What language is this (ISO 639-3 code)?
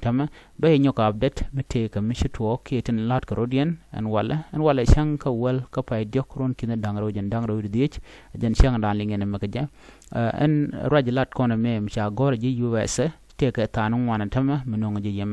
nus